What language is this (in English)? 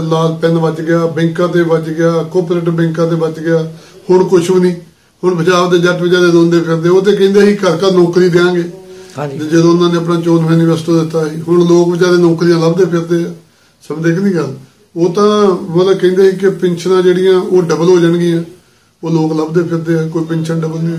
Punjabi